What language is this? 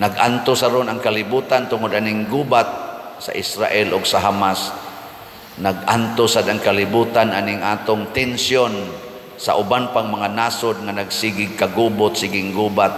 Cebuano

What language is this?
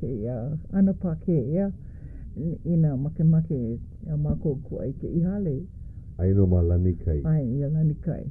Hawaiian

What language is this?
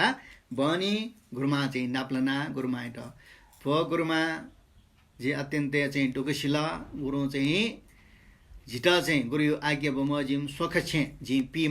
Newari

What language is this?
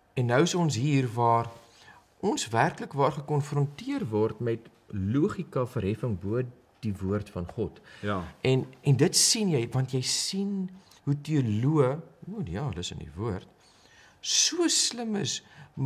Afrikaans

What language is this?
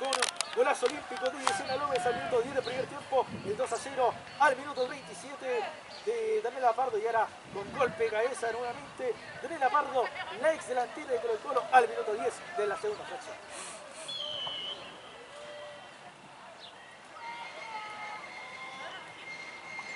Spanish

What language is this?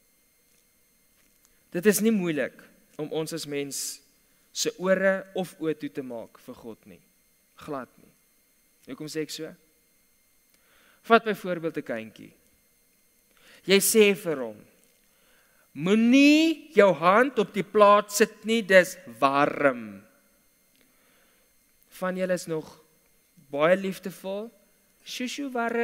Afrikaans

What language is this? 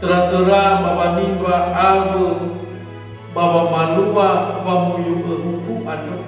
Nias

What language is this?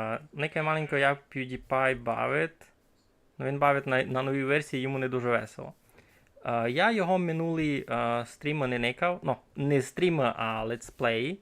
Rusyn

